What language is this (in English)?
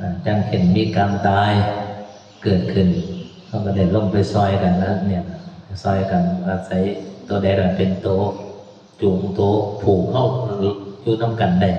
Northeastern Thai